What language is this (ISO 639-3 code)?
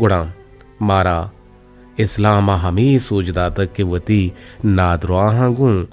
bgp